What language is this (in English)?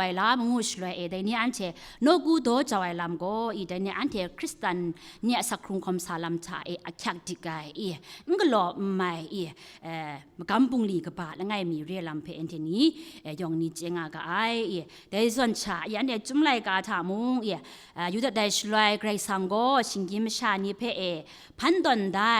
Kachin